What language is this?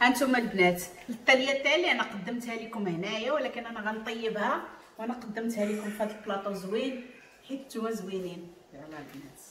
Moroccan Arabic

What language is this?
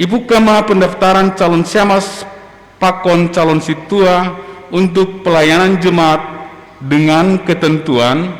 Batak Simalungun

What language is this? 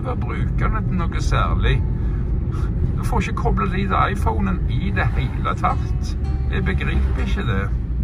Norwegian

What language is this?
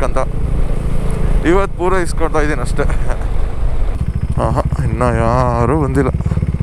Kannada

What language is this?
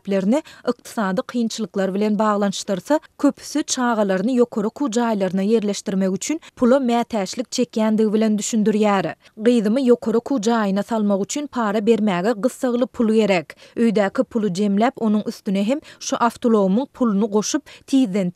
Turkmen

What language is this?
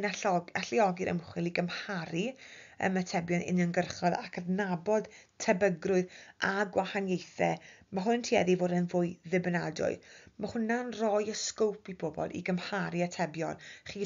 Welsh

